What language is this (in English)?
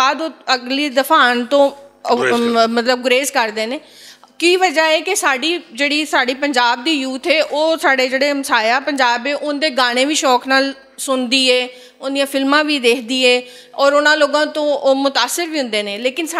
Western Panjabi